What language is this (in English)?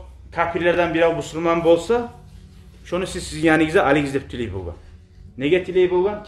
Kumyk